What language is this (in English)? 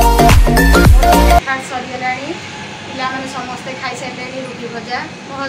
Odia